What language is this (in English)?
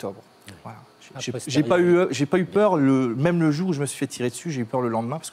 French